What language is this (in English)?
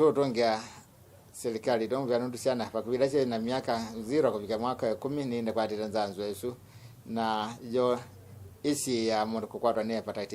Kamba